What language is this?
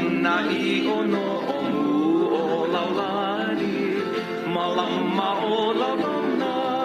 Hawaiian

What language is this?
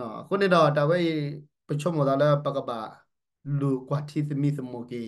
S'gaw Karen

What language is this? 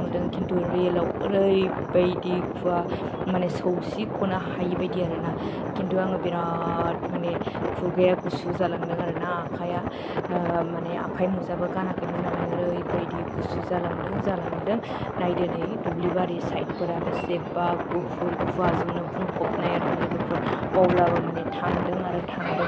Bodo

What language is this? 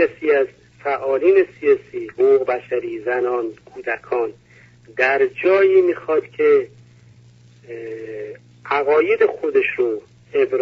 Persian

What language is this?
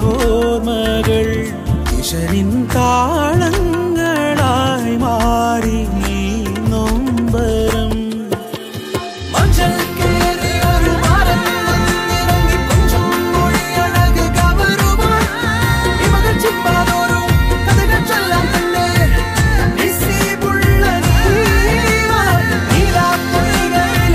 Malayalam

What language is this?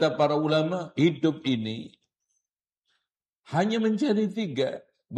Indonesian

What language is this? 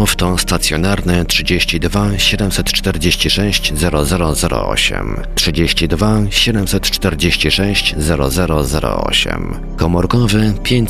Polish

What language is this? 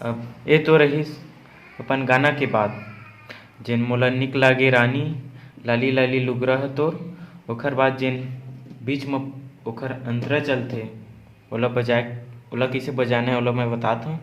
Chhattisgarhi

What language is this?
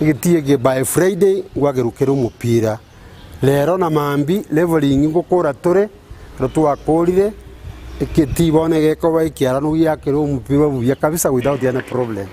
Gusii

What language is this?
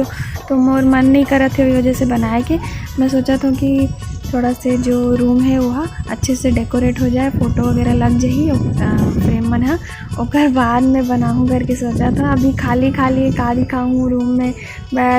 Chhattisgarhi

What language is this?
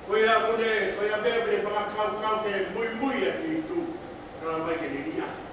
Tongan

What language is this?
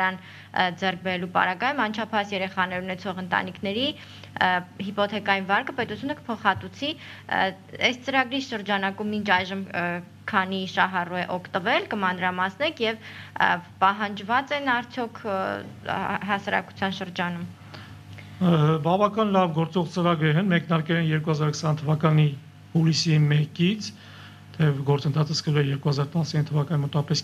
Armenian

